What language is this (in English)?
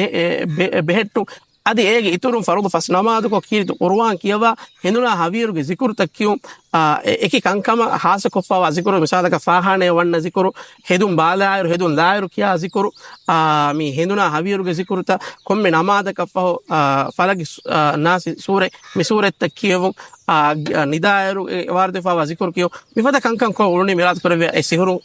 Divehi